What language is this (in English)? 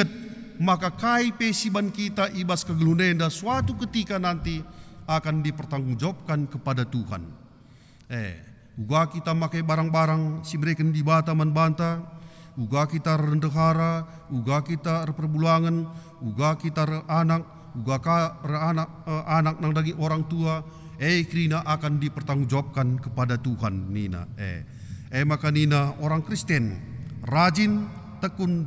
Batak Karo